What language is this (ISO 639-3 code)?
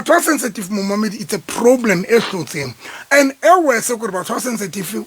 sot